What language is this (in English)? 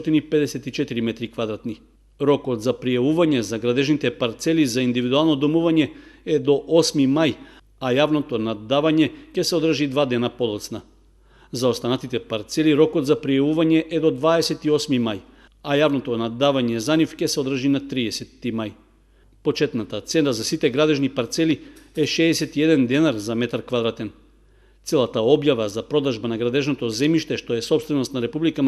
Macedonian